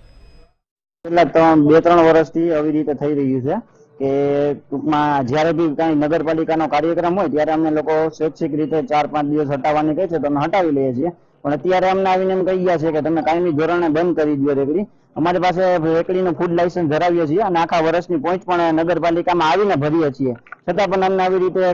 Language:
Gujarati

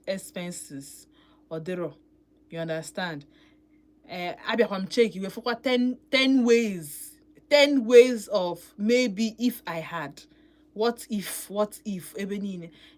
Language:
Igbo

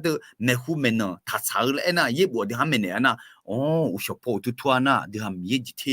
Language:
Akha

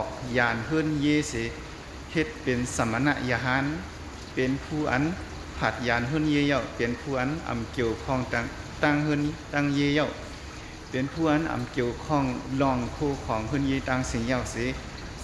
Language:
Shan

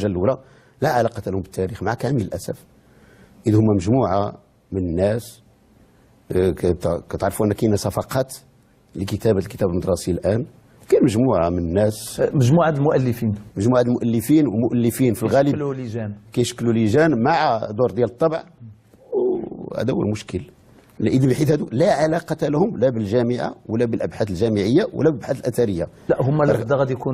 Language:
Moroccan Arabic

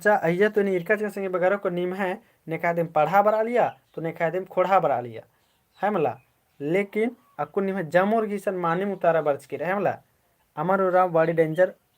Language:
Kurukh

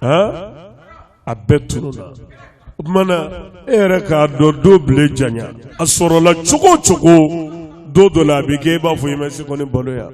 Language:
Bambara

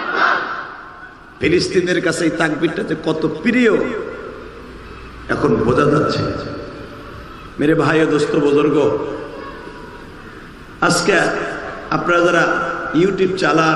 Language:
Bangla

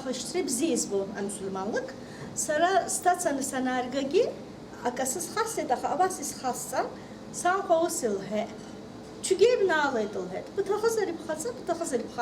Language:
Abkhazian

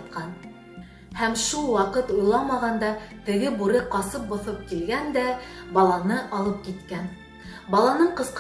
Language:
Bashkir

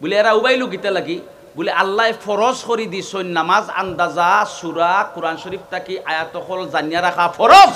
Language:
Sylheti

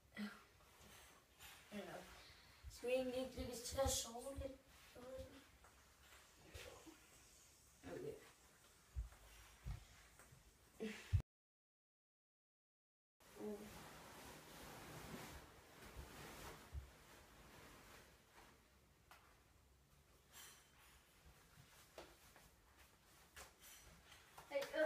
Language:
Danish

